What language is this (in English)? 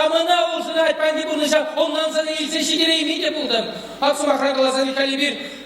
Chuvash